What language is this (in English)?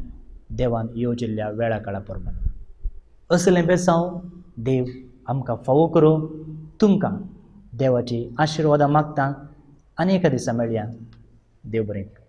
Konkani